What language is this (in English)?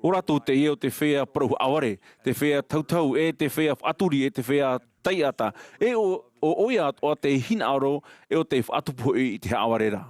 Tahitian